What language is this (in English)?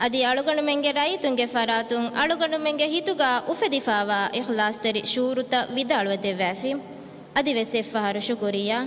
Divehi